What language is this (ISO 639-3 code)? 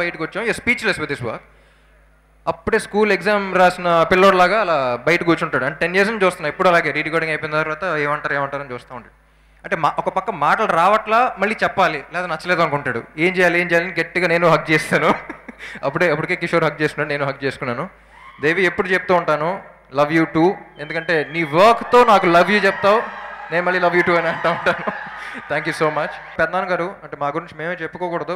tel